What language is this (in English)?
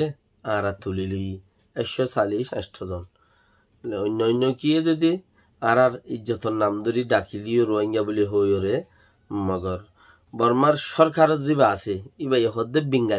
Rohingya